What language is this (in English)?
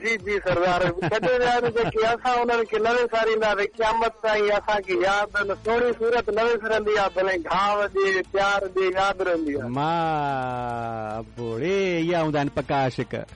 Sindhi